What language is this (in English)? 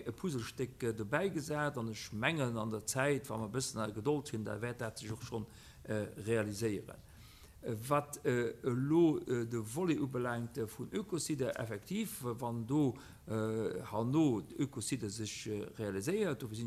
Luxembourgish